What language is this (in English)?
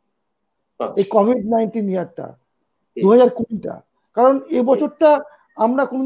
Bangla